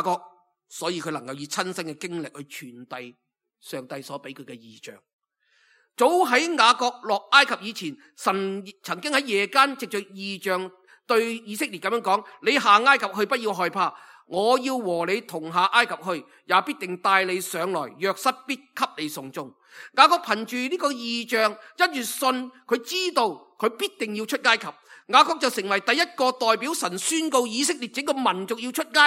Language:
Cantonese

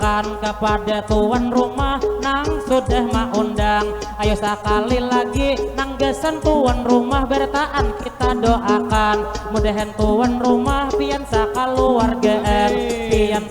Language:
Banjar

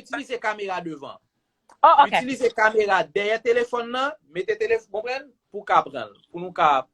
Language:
Haitian Creole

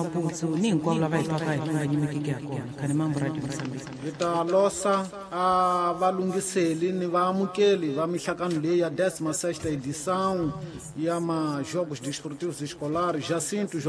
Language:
Tsonga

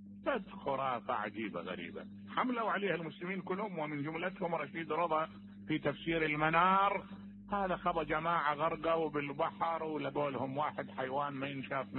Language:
Mesopotamian Arabic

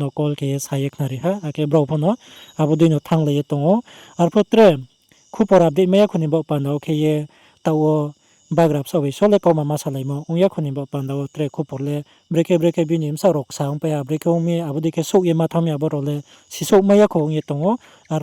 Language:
Riang (India)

